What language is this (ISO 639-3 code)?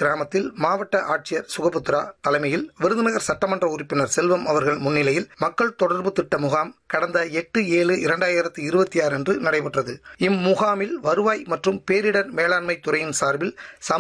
tam